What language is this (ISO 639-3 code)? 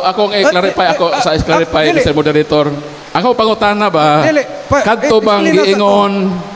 ceb